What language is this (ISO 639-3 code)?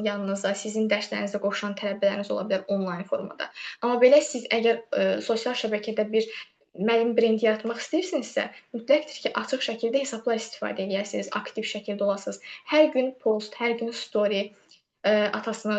aze